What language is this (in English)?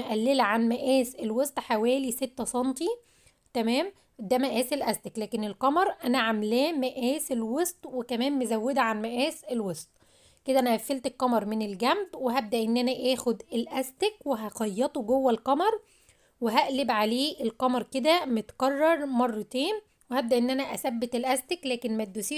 Egyptian Arabic